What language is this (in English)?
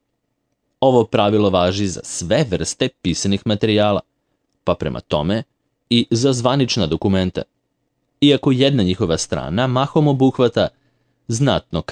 Serbian